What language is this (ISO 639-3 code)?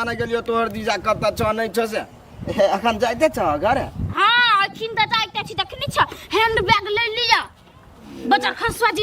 mai